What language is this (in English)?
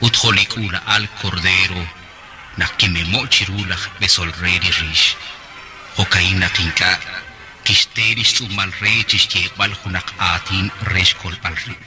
Kekchí